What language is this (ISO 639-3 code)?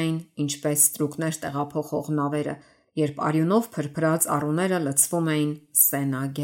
hye